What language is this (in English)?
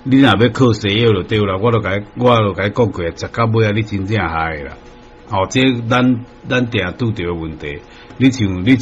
Min Nan Chinese